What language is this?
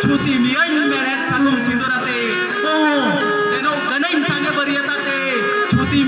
Santali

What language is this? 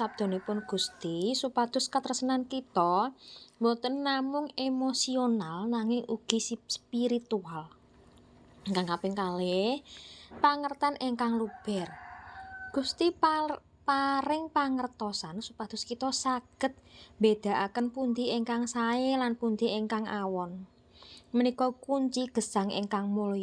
Javanese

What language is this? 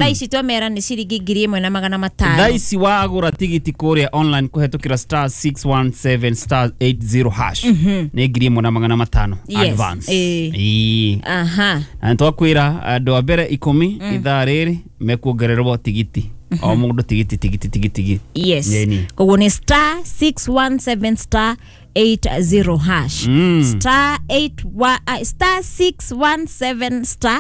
Kikuyu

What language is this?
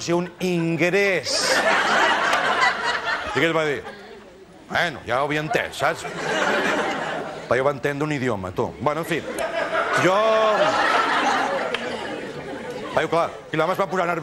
Catalan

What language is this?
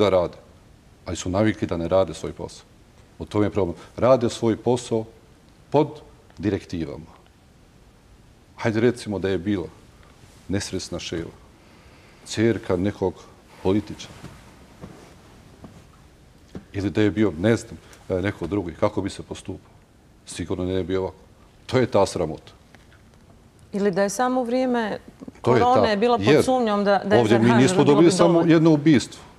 Bosnian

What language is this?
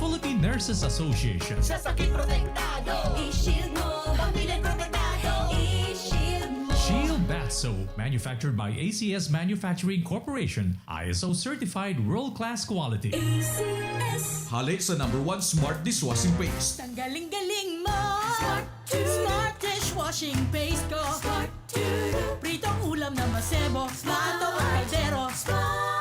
Bikol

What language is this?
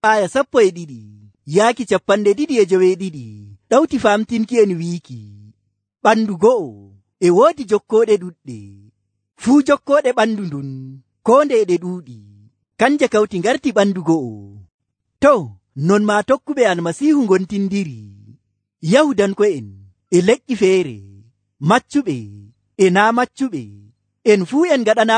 Nigerian Fulfulde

